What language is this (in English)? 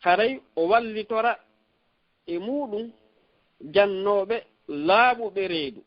Fula